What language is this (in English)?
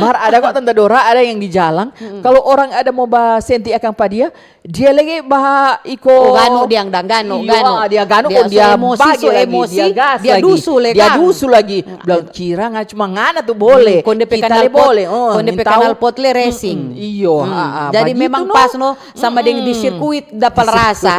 Manado Malay